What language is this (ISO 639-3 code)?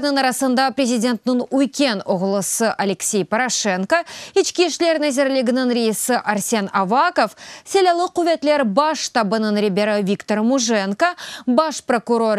crh